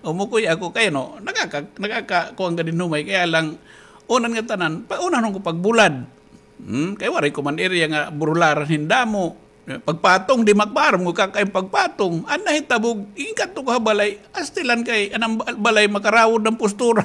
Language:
Waray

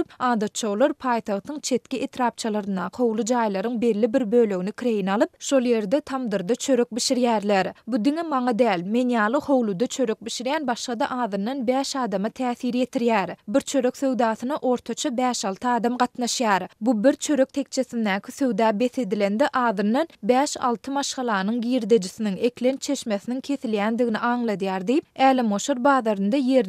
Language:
Turkmen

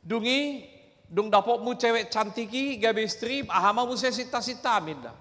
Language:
Batak Toba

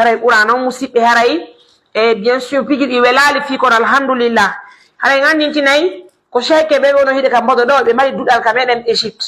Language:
Pular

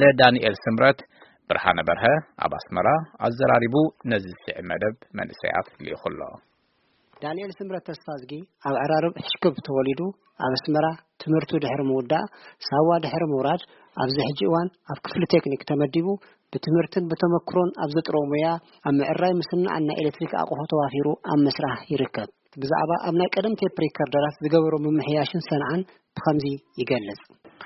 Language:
Tigrinya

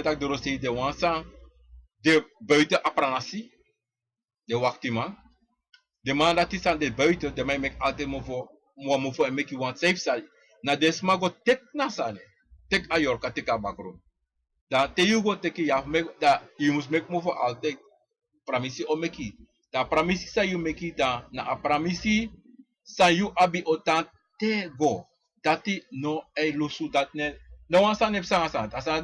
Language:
Sranan Tongo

